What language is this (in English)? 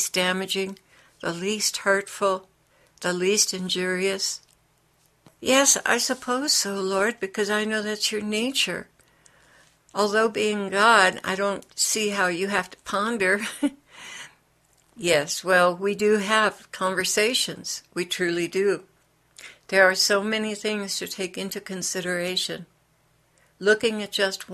English